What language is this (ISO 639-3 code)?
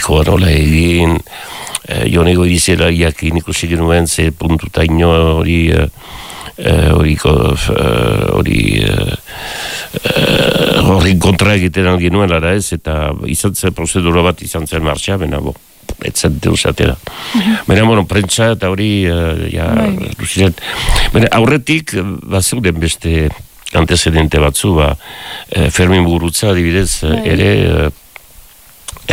eus